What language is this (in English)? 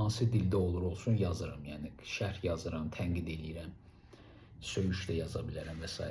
Azerbaijani